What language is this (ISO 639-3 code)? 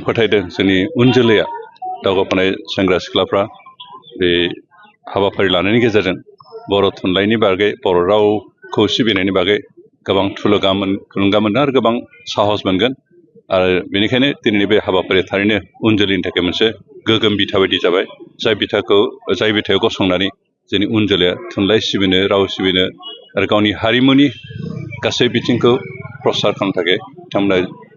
brx